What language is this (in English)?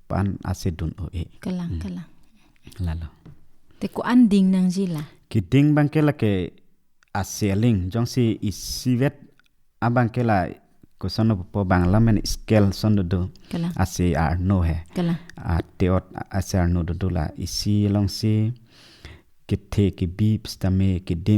Karbi